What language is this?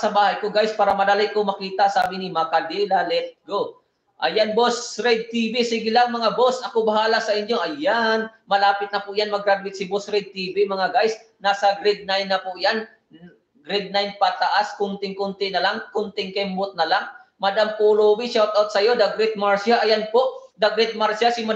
Filipino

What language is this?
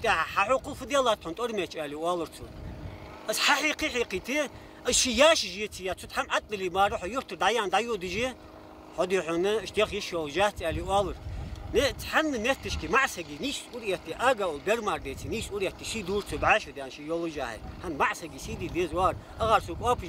Ingush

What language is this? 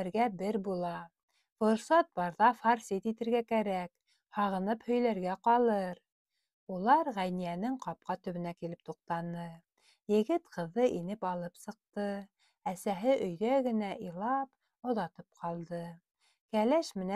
Bashkir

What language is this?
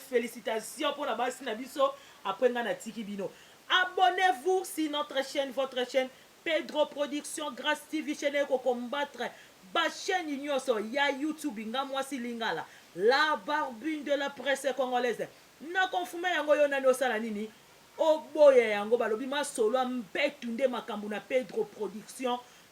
Lingala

